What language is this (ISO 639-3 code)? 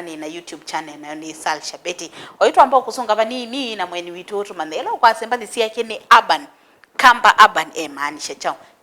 kam